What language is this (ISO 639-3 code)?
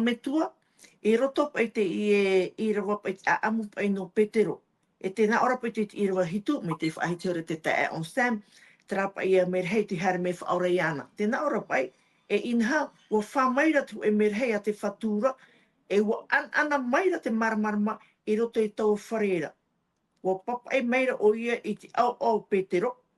tah